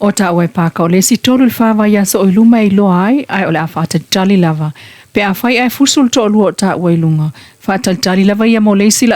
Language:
Samoan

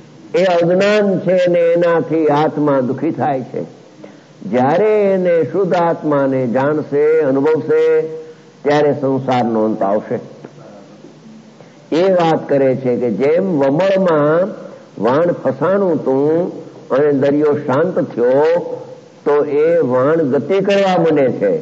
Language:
Gujarati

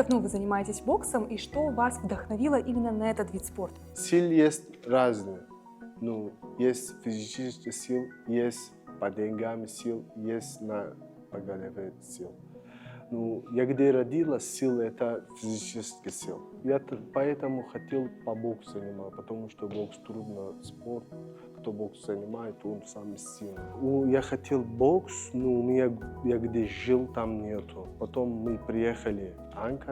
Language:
Abkhazian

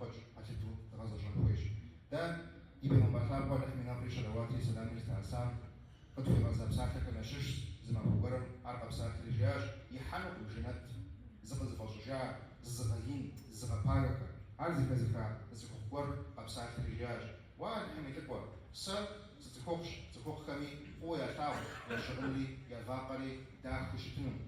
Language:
Kabardian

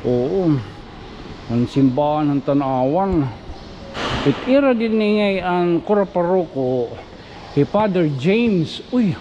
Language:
Waray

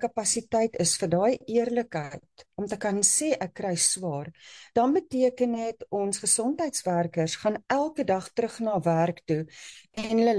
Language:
Afrikaans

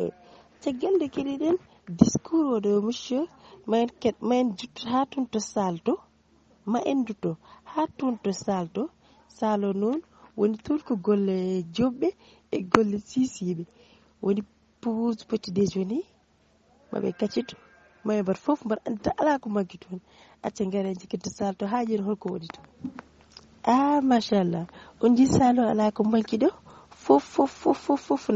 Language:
Fula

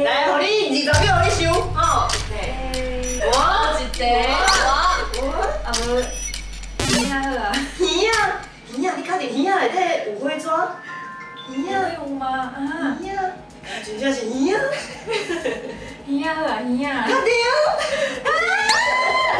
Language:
Min Nan Chinese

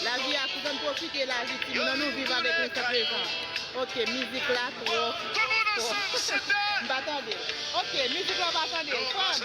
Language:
Haitian Creole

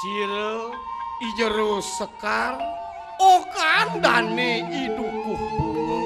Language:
Balinese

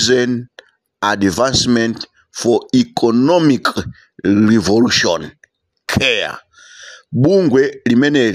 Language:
Nyanja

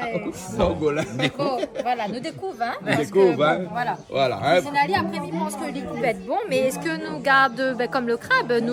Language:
Réunion Creole French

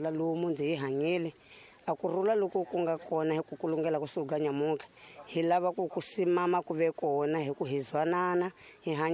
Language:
Tsonga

